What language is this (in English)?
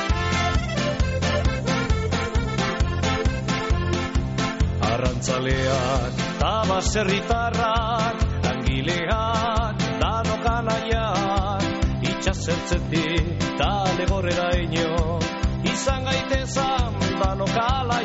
Basque